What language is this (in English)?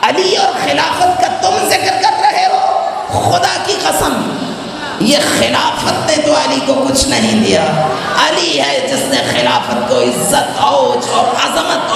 Urdu